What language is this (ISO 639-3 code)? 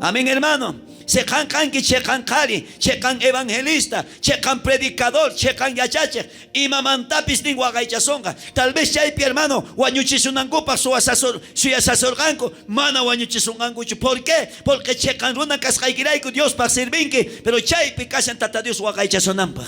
quh